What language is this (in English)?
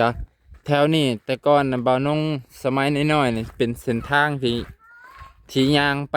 Lao